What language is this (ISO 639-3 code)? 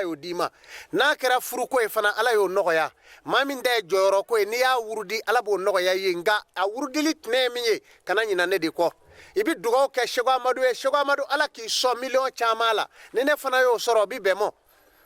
bam